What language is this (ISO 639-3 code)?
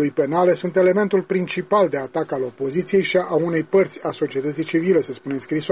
ron